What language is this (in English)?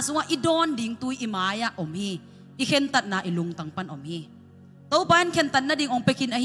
Tedim Chin